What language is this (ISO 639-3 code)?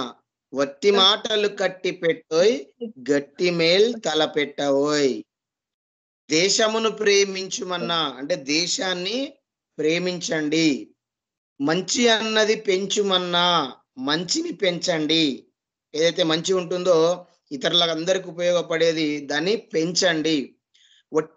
tel